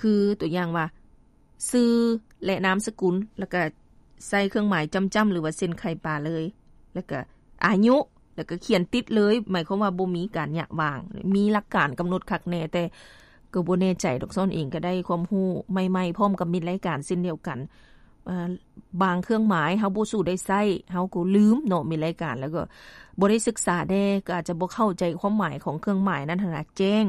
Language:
Lao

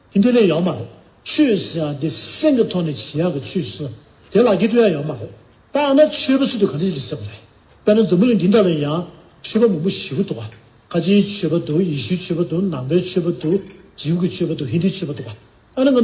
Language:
Tibetan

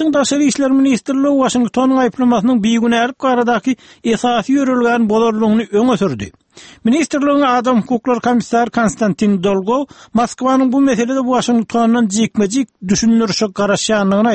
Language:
Turkmen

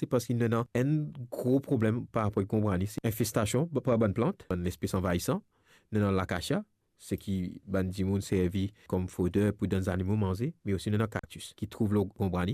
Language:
Morisyen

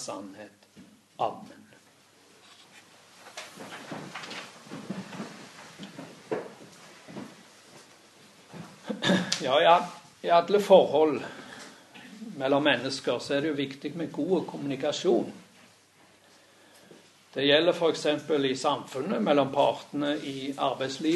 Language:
Norwegian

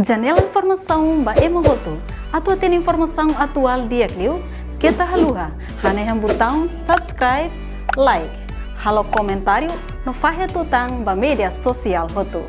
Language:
Tetum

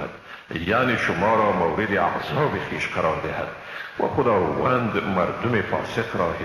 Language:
Persian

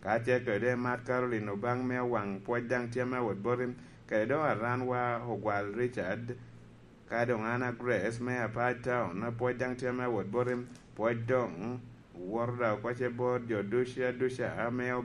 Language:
Lango (Uganda)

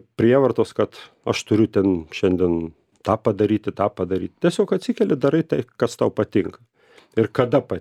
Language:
Lithuanian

